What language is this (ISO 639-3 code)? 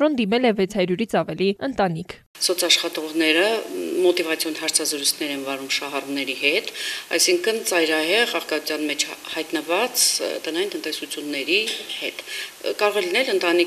hye